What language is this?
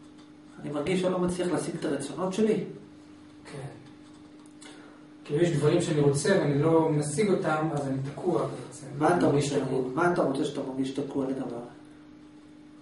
Hebrew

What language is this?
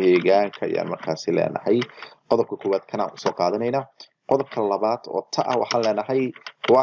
Somali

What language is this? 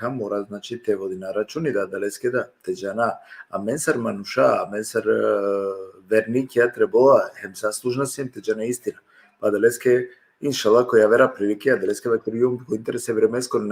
Balkan Romani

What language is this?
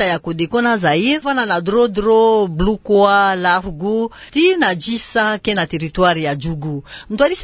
Kituba (Democratic Republic of Congo)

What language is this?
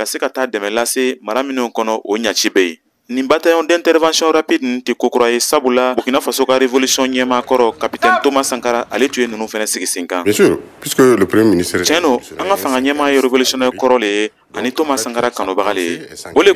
Bambara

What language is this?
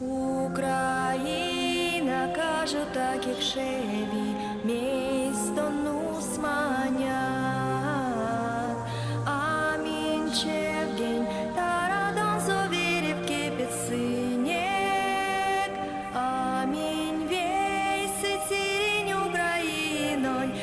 Erzya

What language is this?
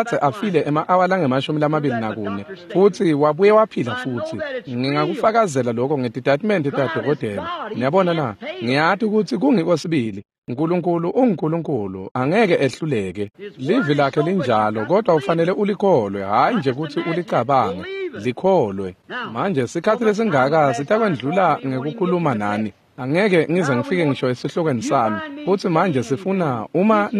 Swati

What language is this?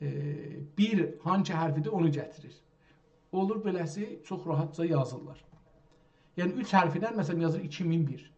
South Azerbaijani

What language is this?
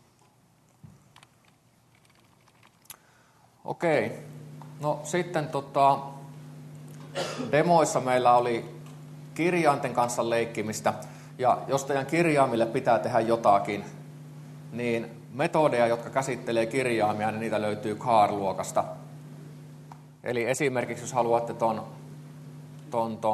Finnish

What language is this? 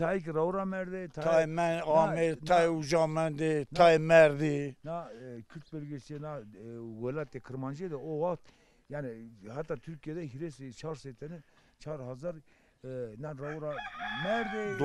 Zaza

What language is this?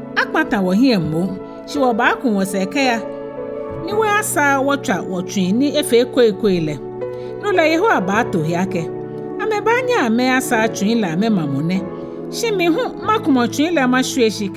Ga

